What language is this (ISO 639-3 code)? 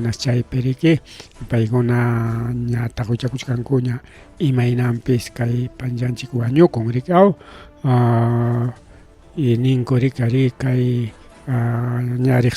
quy